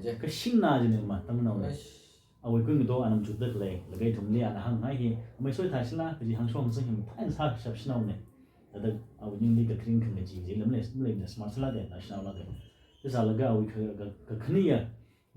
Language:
Tangkhul Naga (India)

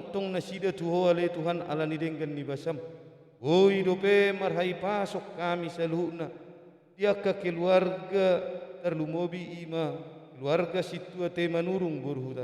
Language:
Batak Toba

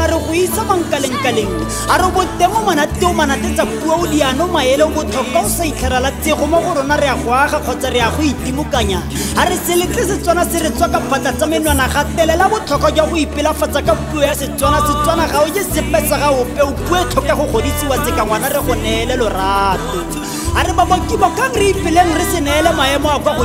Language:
Tswana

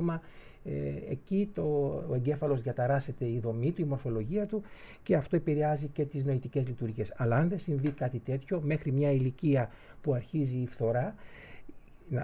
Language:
Greek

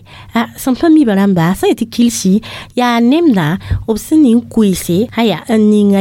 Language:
Mossi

